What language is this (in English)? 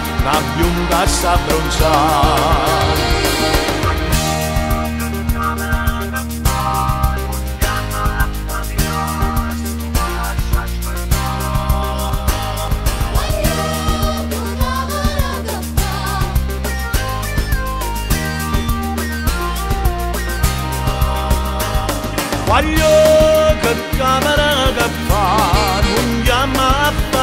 Italian